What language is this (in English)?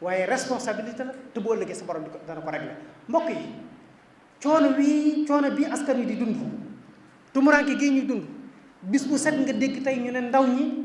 Wolof